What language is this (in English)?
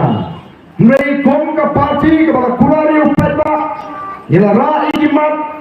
Khasi